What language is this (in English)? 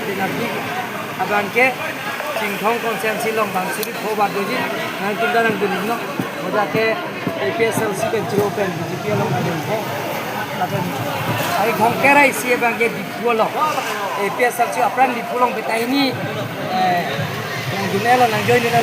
Karbi